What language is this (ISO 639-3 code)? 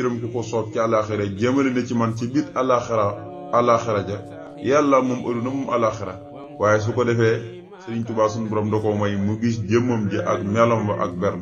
wol